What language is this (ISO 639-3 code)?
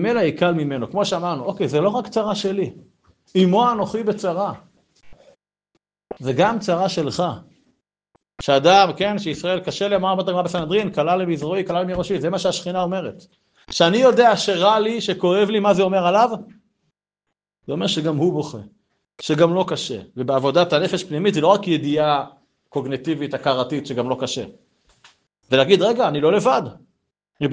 heb